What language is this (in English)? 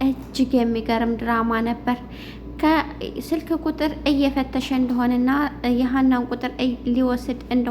Amharic